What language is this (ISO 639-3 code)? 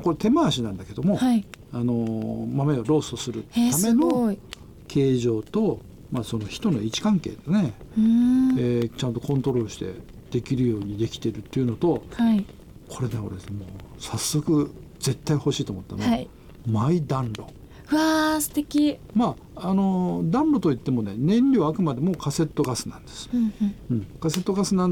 jpn